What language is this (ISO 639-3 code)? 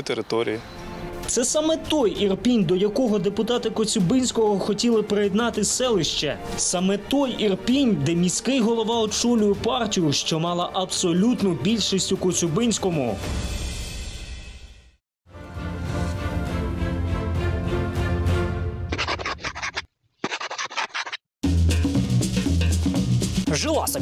ukr